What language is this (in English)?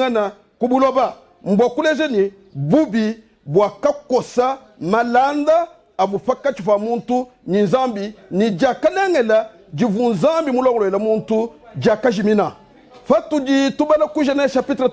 Luba-Lulua